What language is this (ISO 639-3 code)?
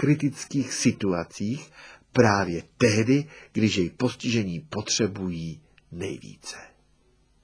ces